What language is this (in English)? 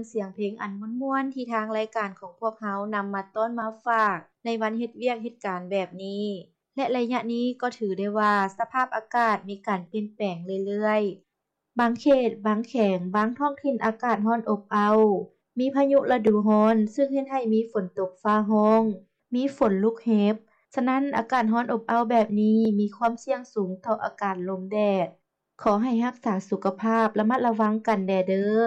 Lao